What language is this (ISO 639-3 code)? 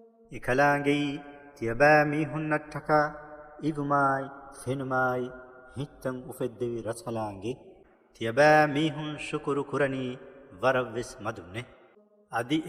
div